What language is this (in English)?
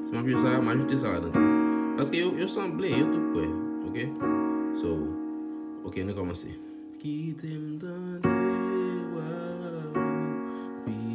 Haitian Creole